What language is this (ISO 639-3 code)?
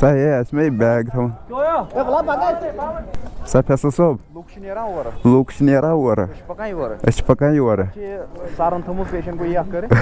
kas